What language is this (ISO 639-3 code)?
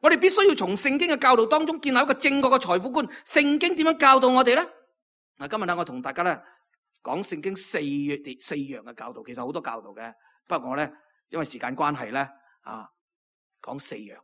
yue